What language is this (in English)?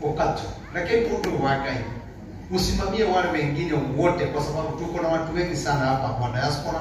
Kikuyu